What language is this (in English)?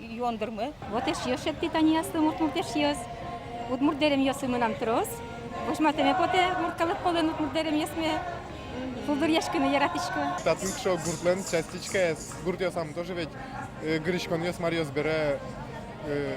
Udmurt